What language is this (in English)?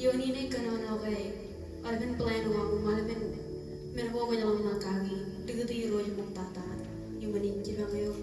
Marshallese